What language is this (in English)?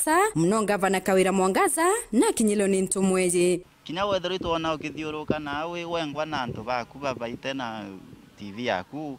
Meru